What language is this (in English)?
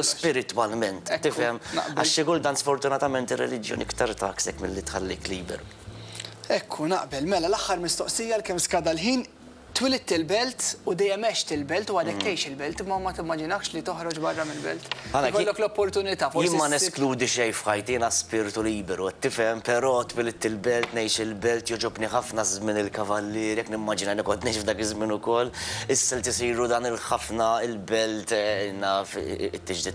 Maltese